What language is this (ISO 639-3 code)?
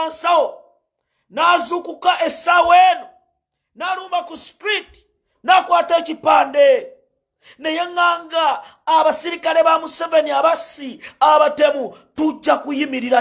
lug